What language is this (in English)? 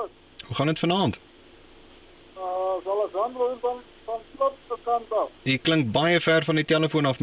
Afrikaans